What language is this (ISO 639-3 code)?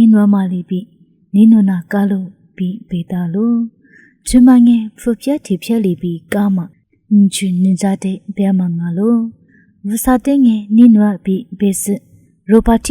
lis